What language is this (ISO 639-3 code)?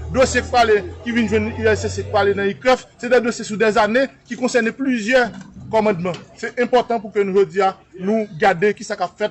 hat